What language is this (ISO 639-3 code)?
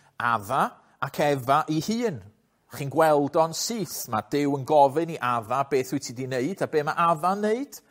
cym